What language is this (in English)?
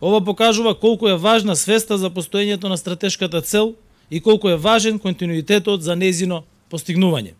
Macedonian